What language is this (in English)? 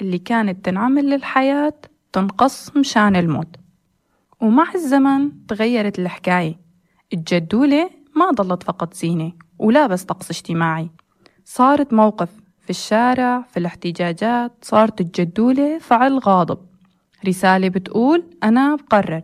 North Levantine Arabic